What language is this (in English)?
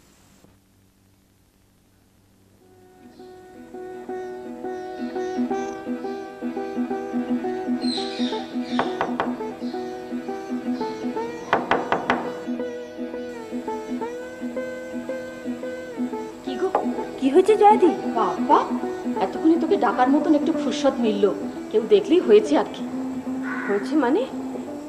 Bangla